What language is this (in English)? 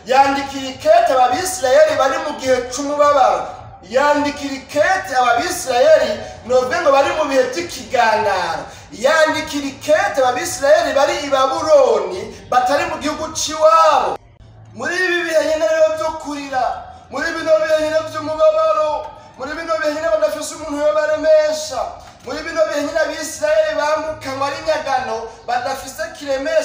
Rundi